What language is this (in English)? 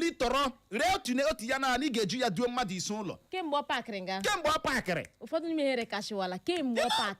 Igbo